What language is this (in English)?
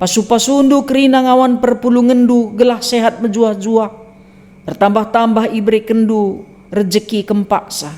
Batak Karo